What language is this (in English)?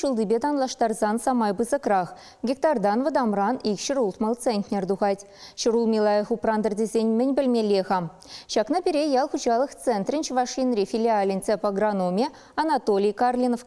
Chuvash